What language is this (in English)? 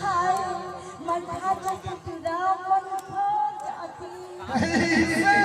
Chhattisgarhi